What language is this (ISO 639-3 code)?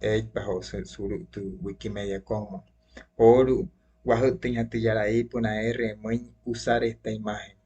guc